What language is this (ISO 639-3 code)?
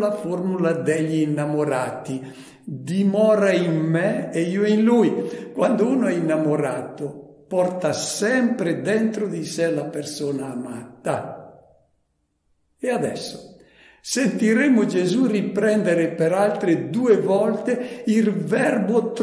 ita